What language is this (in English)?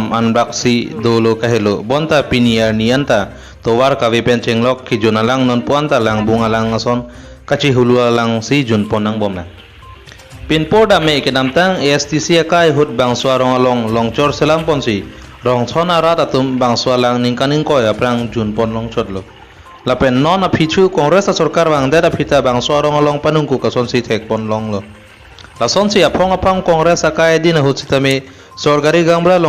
Karbi